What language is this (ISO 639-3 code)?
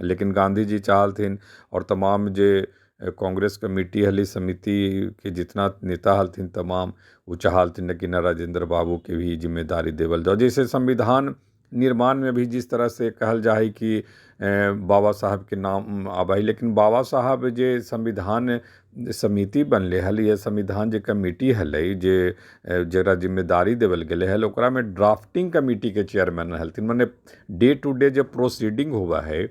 mag